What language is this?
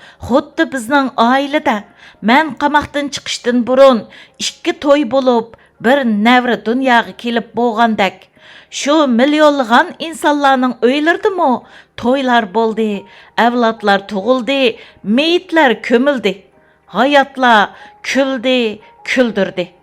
Uyghur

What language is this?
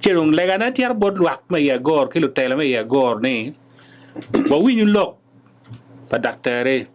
Acoli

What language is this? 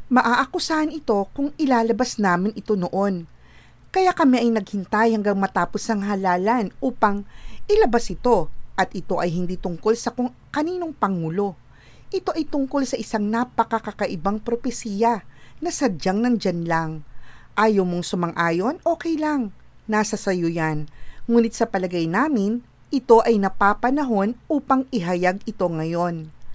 Filipino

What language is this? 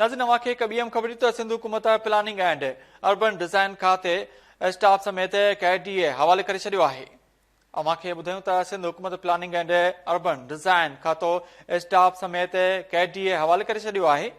Sindhi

